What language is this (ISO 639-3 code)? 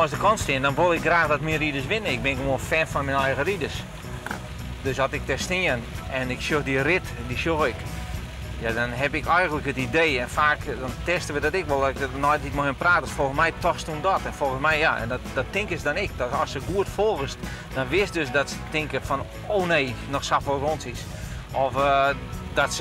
fry